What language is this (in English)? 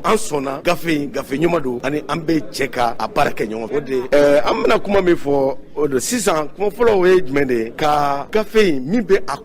Bambara